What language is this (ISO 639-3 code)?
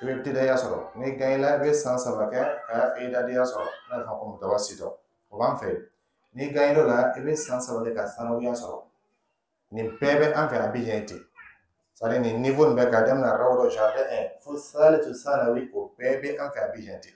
dyu